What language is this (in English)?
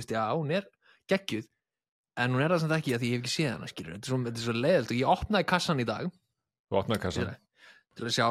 Icelandic